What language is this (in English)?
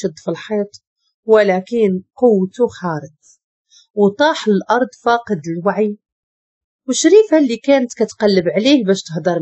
Moroccan Arabic